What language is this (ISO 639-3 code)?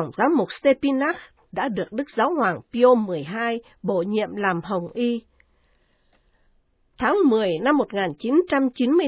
vie